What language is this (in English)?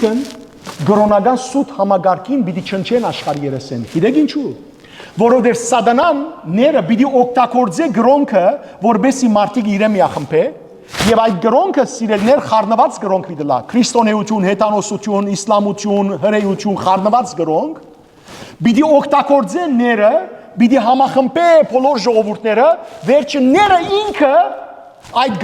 Western Armenian